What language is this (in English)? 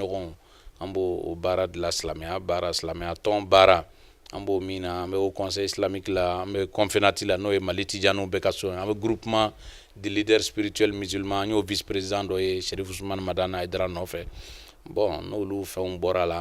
Bambara